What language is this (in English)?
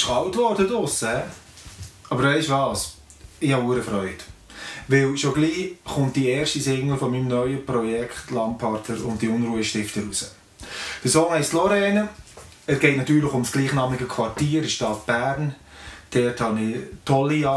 Swiss German